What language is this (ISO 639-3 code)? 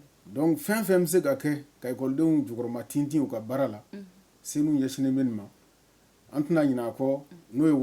bam